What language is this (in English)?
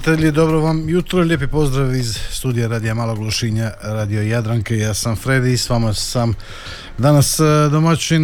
Croatian